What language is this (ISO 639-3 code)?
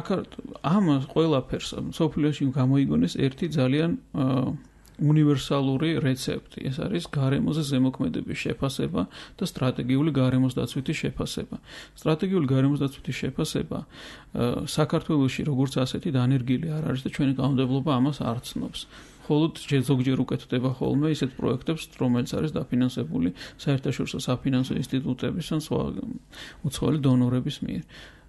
kat